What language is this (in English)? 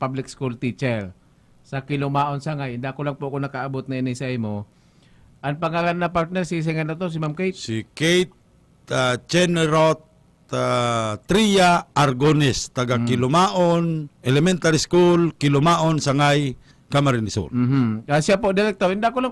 Bikol